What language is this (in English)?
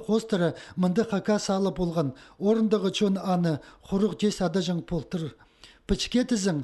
Khakas